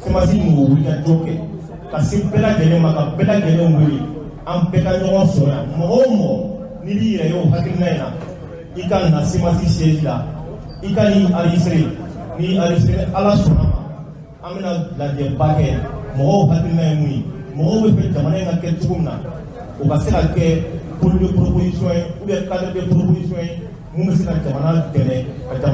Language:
Bambara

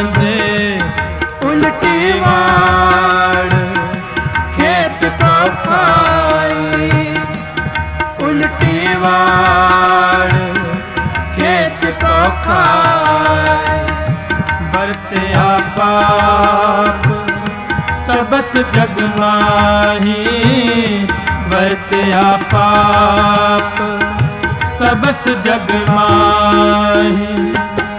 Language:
Punjabi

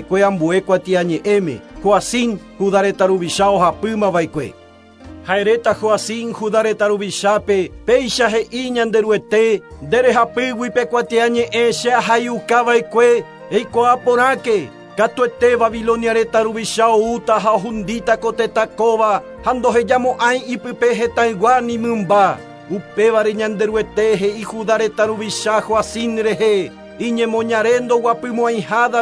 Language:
Guarani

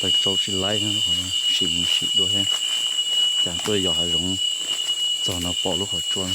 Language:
Hmong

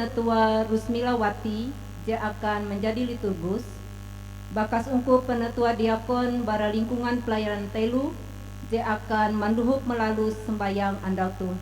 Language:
Ngaju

